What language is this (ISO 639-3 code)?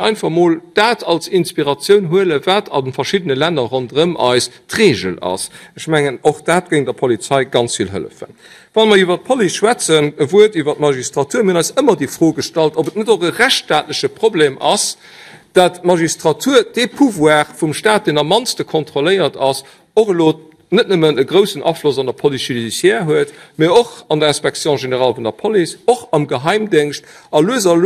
ltz